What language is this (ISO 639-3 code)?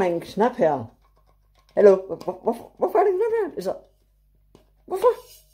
dan